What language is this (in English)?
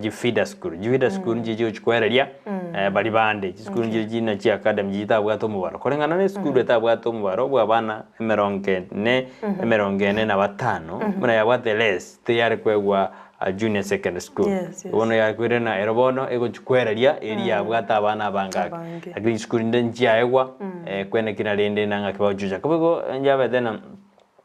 Gusii